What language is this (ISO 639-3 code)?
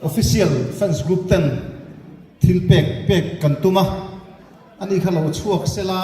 lus